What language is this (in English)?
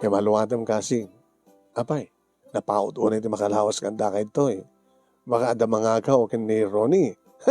Iloko